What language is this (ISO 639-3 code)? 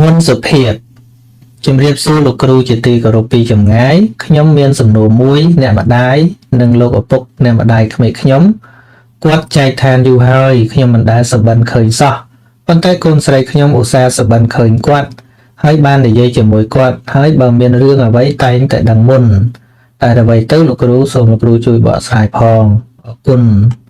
khm